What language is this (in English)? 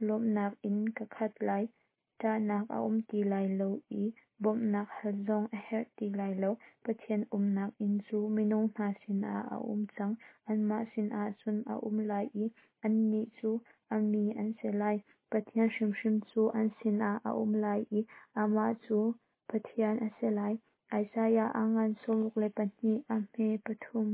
Hakha Chin